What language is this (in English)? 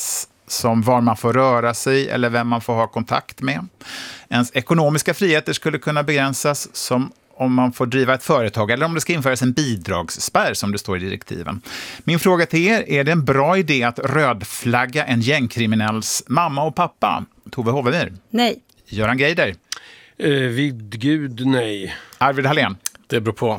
Swedish